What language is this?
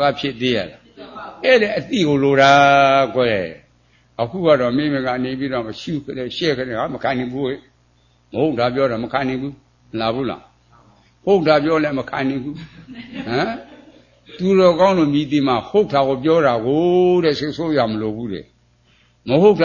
Burmese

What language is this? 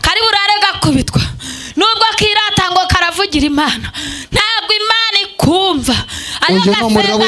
Kinyarwanda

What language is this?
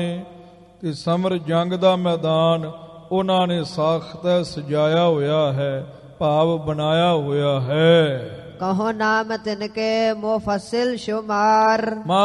Punjabi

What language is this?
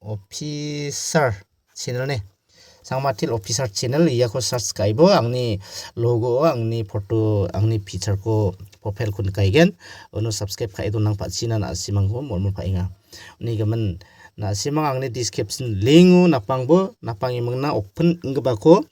Garo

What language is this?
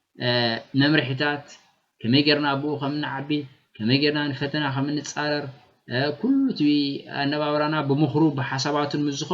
Tigrinya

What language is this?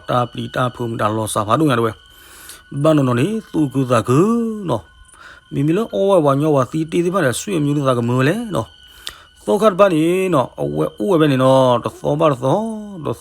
S'gaw Karen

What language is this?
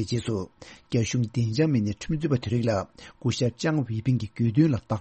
Tibetan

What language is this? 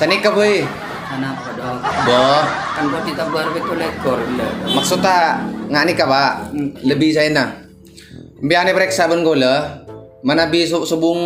Madurese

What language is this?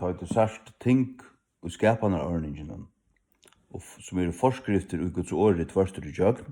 Faroese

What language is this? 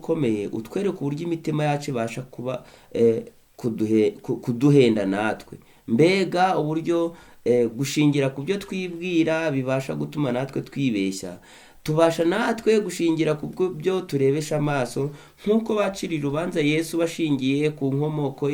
Kinyarwanda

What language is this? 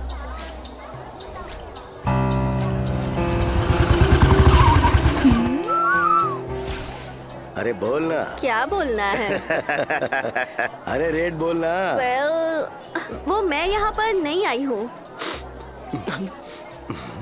Hindi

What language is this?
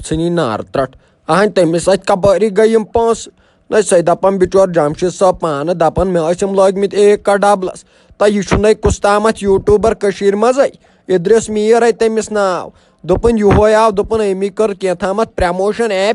Kashmiri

